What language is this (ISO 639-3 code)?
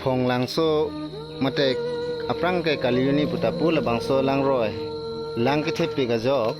mjw